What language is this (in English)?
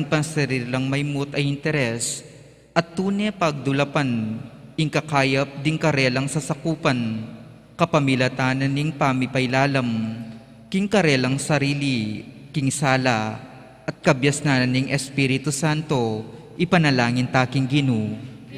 Pampanga